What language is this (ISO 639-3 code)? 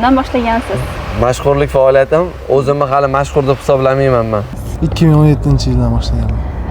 uzb